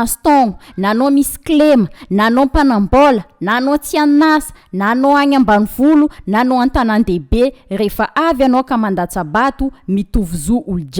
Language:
Malagasy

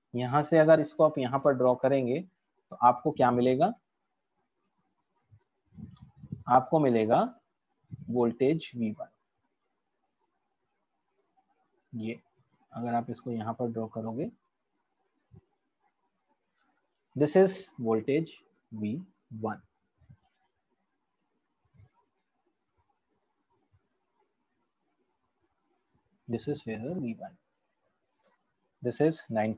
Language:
Hindi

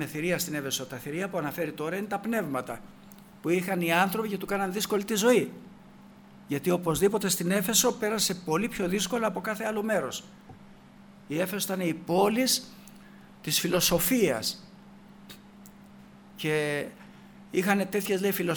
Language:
Greek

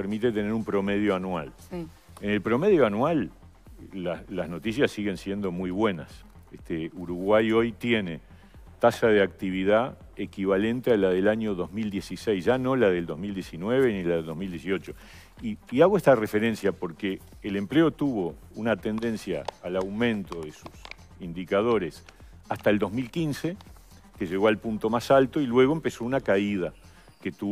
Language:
Spanish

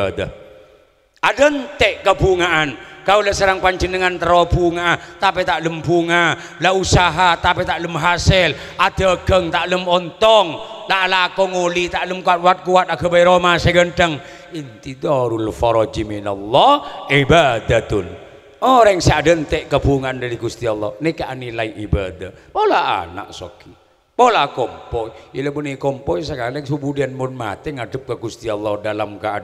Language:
Madurese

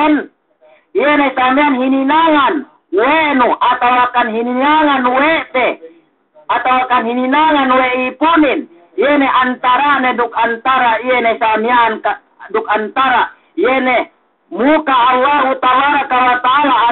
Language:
Yakan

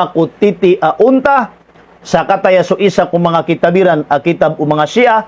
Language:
Maranao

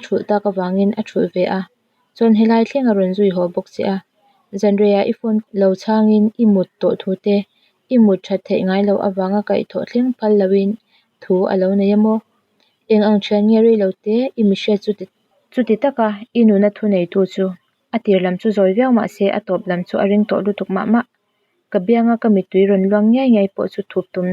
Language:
Mizo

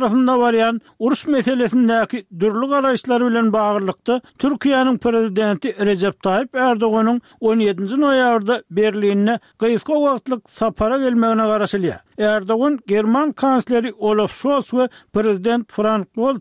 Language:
Turkmen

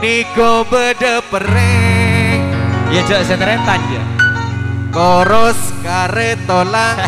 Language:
Madurese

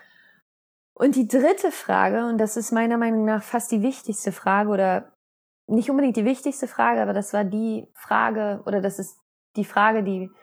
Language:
German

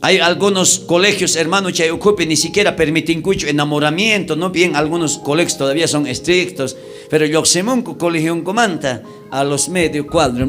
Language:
South Bolivian Quechua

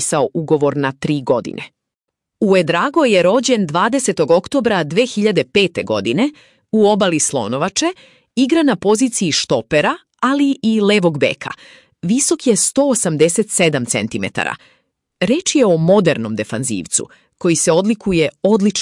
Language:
Serbian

